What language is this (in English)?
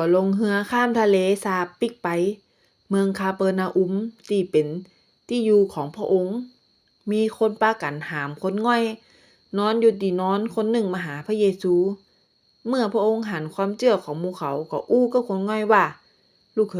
Northern Thai